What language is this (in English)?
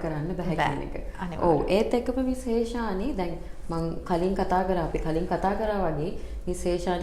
Sinhala